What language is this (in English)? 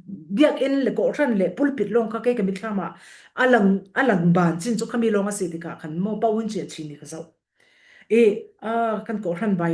Falam Chin